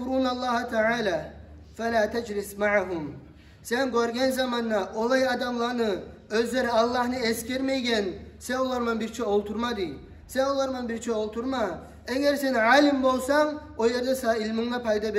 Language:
Kumyk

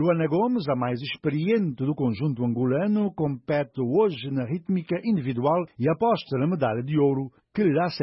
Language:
Portuguese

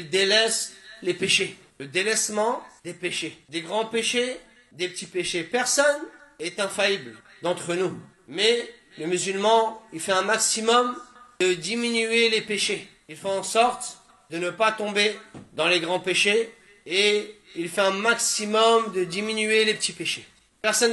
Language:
French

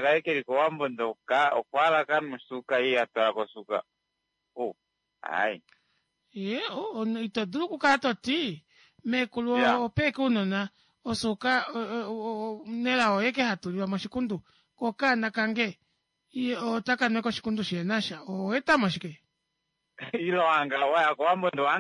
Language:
Kuanyama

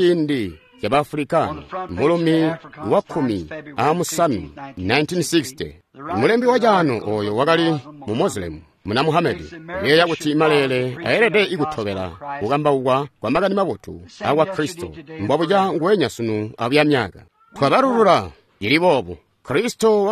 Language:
Tonga (Zambia)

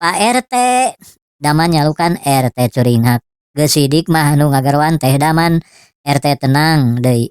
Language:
Sundanese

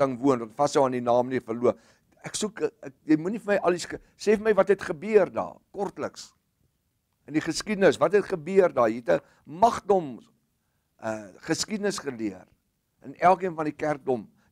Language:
Afrikaans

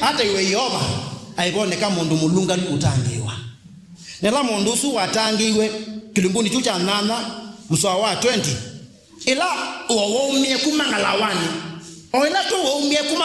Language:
Kamba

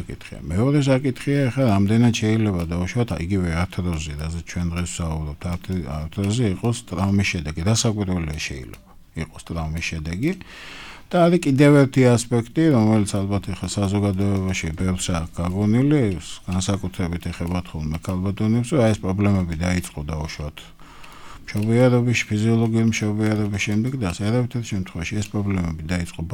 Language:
Georgian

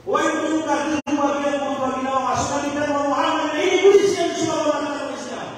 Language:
Maranao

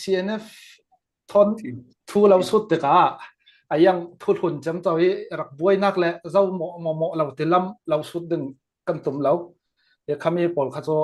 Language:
Falam Chin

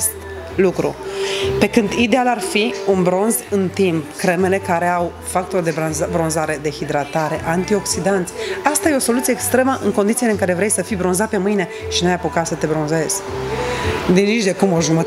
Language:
Romanian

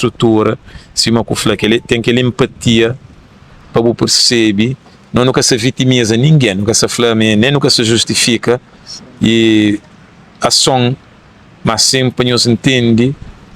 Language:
Kabuverdianu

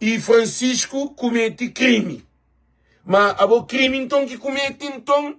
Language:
Kabuverdianu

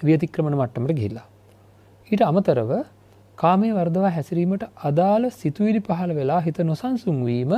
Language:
Sinhala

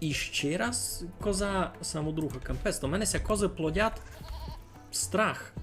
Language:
Rusyn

